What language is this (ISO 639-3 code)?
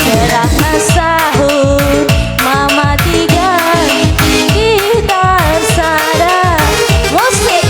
btx